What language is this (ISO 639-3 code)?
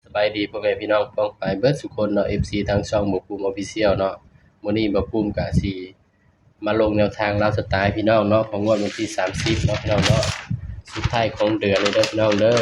tts